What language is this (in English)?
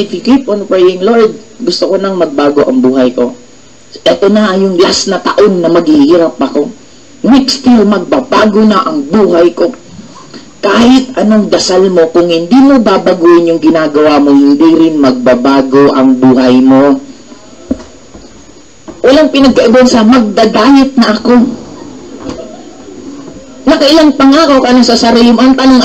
Filipino